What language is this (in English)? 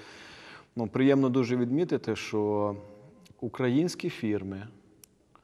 Ukrainian